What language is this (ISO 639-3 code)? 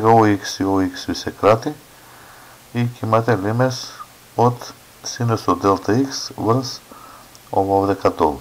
mkd